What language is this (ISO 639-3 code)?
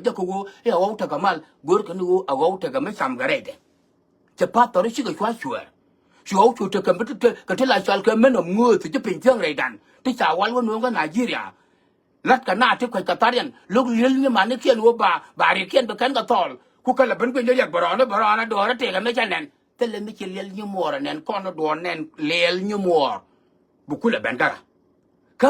nus